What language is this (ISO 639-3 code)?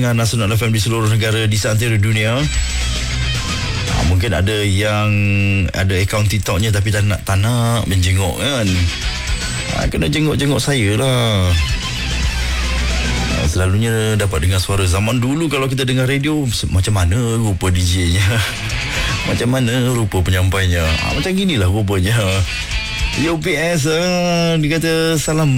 msa